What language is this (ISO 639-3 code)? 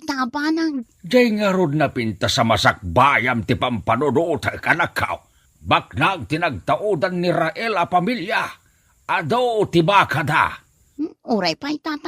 ilo